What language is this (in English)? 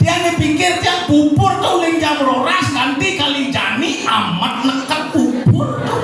Balinese